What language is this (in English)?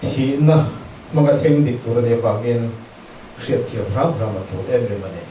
Mizo